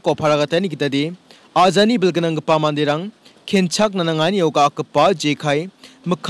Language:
Garo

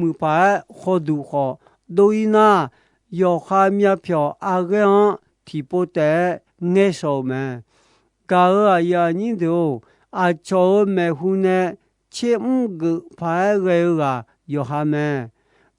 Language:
Akha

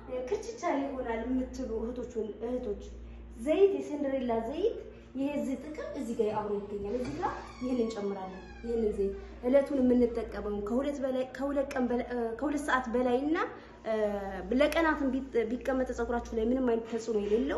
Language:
Amharic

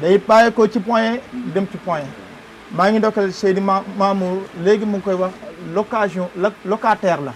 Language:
Wolof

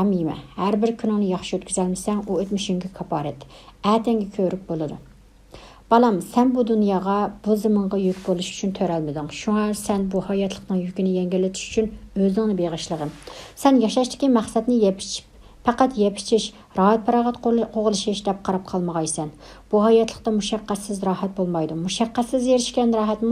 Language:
Uyghur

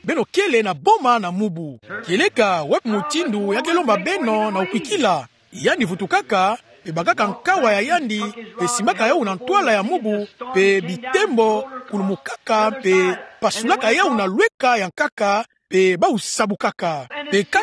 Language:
Kituba (Democratic Republic of Congo)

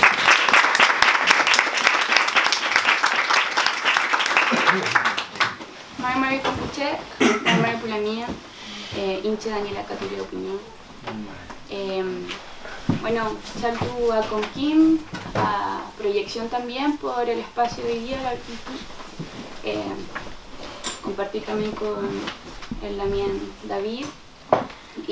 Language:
Spanish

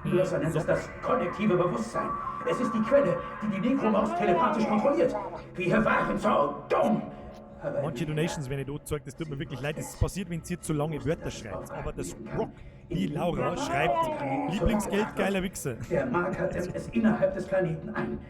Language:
Bavarian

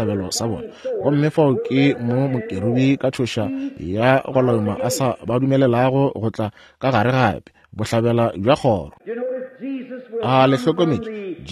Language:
Northern Sotho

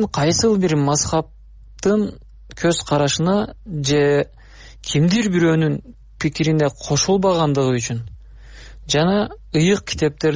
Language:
Kyrgyz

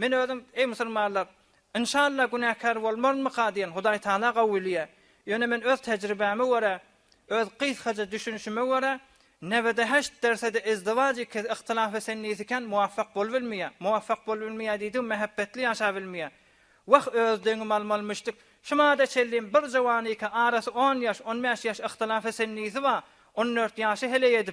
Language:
Turkmen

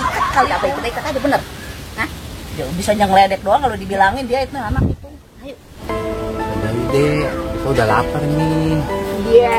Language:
Betawi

